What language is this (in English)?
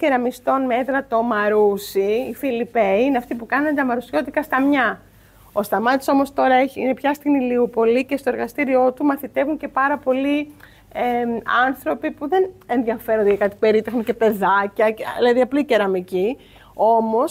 Greek